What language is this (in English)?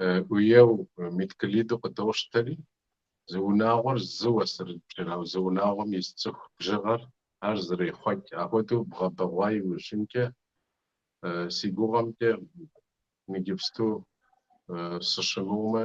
Kabardian